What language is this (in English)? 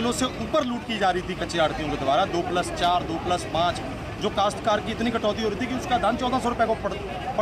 Hindi